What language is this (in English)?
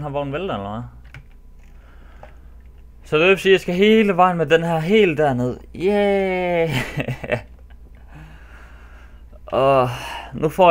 Danish